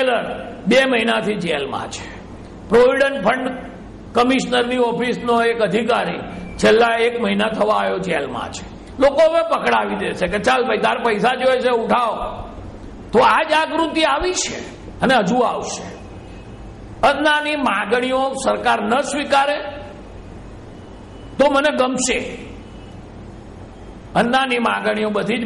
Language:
Gujarati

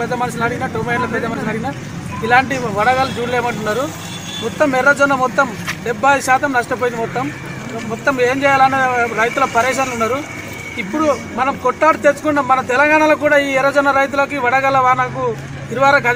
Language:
Telugu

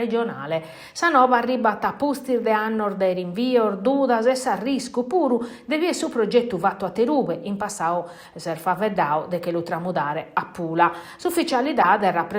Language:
Sardinian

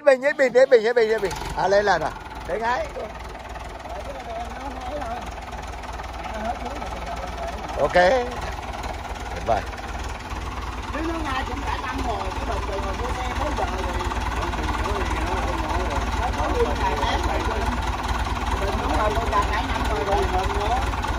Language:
Vietnamese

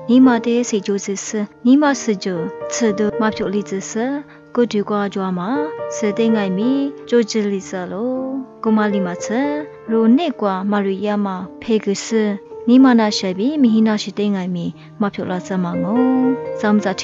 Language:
Lisu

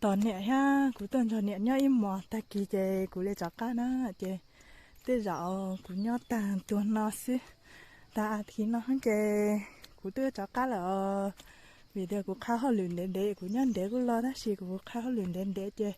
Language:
Hmong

